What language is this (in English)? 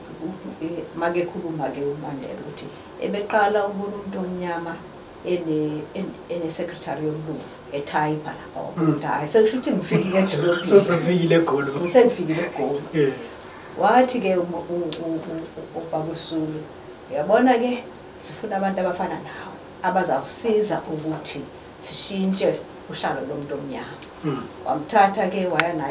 Zulu